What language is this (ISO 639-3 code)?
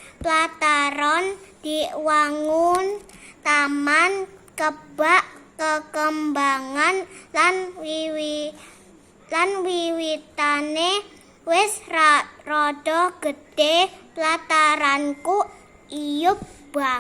jav